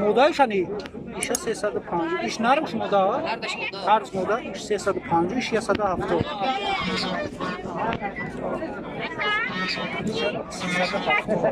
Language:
Tajik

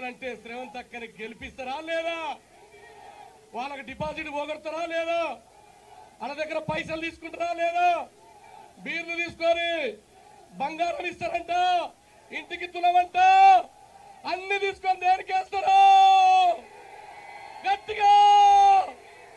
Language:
Telugu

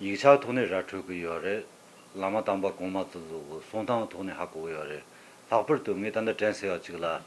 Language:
Tibetan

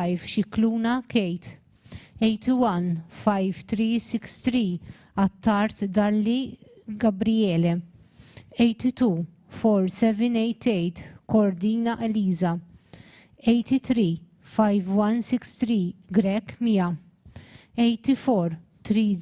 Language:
English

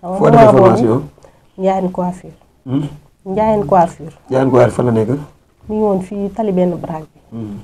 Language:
Wolof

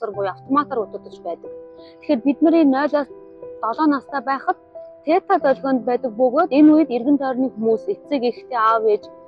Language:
Mongolian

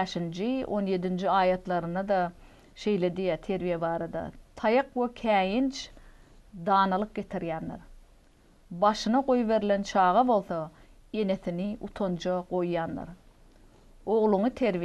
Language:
Turkmen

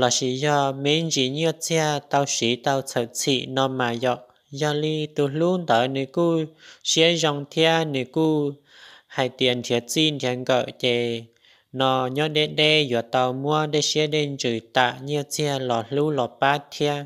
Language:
Hmong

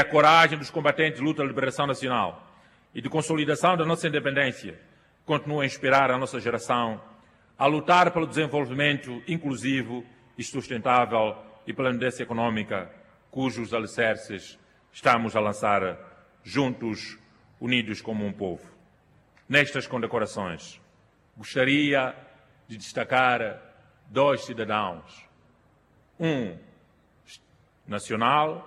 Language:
Portuguese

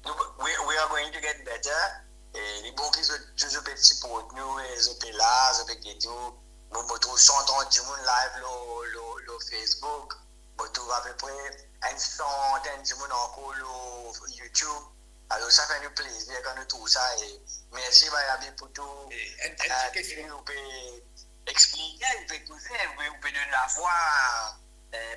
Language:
Morisyen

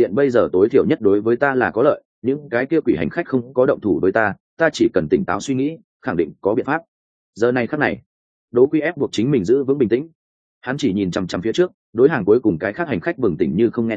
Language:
Vietnamese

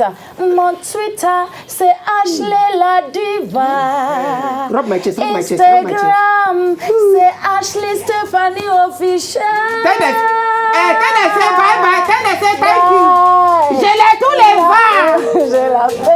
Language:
Nigerian Pidgin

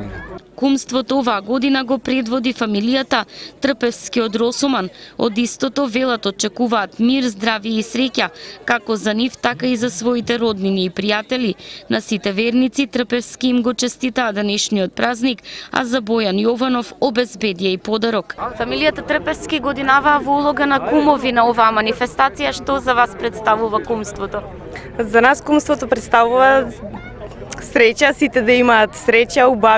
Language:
Macedonian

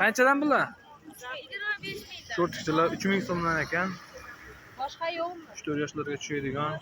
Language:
Uzbek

